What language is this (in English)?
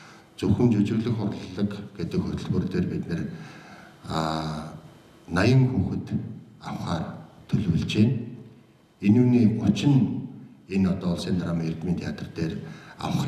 Mongolian